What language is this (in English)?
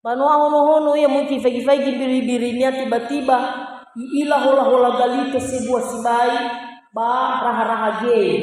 Nias